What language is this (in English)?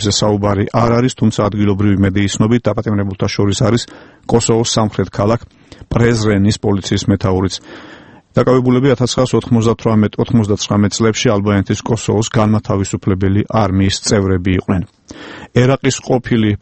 Georgian